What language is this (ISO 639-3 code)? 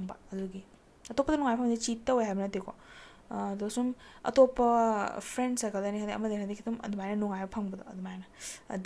mni